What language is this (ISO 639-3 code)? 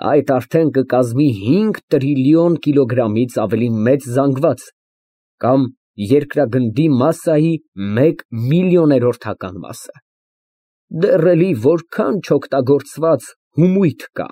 hye